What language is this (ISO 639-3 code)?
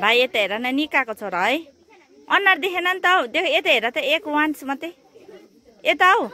nep